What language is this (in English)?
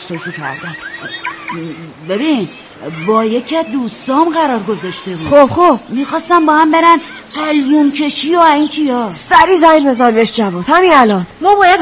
Persian